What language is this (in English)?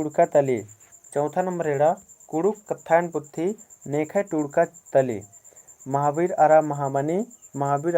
Kurukh